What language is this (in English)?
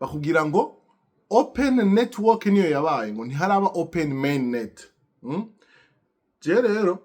Rundi